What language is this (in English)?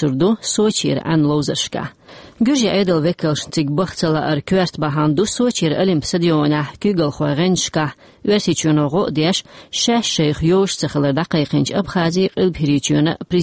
Chechen